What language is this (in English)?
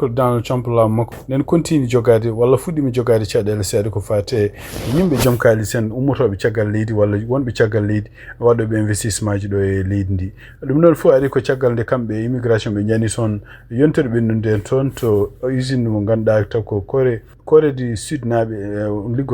Fula